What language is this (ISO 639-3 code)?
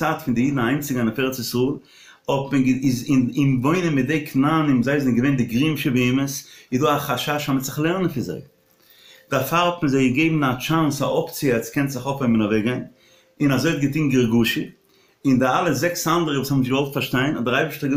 yid